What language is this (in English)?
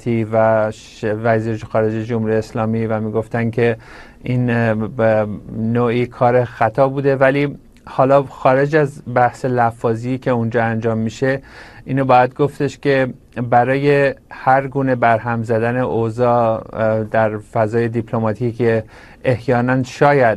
Persian